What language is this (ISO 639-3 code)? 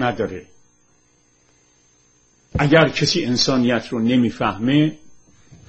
fas